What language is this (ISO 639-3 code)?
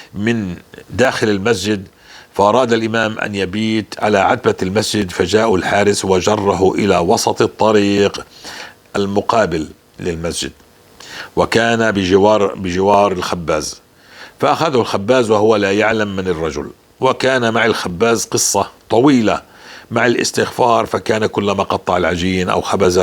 apc